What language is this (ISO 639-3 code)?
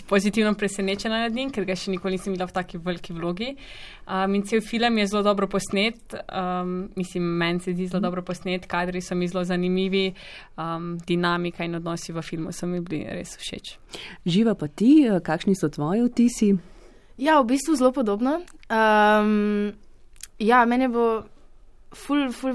slv